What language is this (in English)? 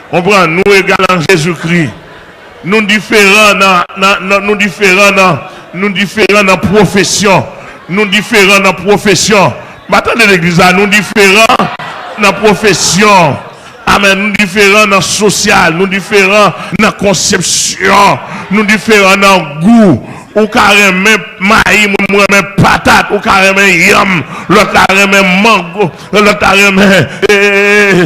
Haitian Creole